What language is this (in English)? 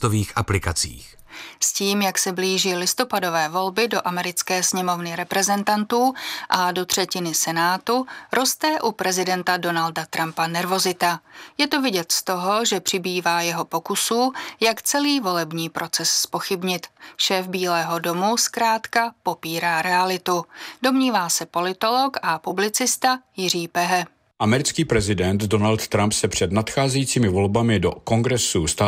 Czech